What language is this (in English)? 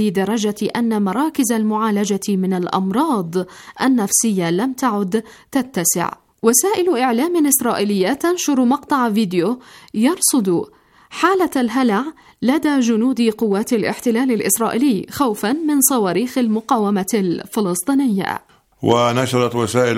Arabic